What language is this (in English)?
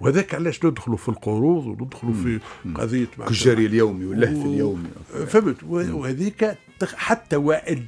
Tunisian Arabic